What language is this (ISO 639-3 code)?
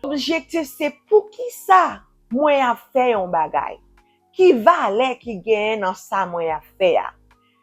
hat